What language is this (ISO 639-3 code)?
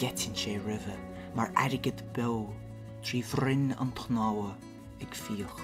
gle